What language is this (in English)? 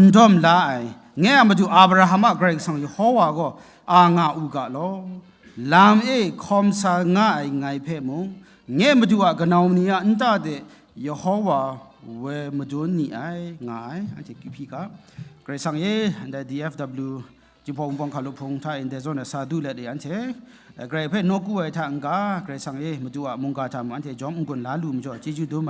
Kachin